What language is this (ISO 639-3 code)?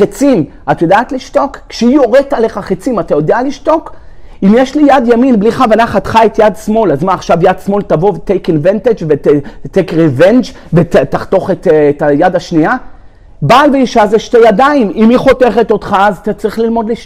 heb